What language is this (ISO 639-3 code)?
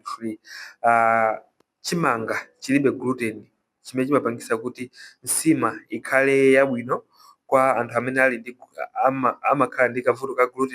nya